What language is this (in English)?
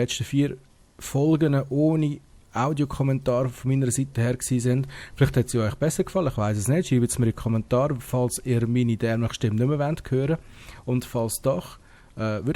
Swiss German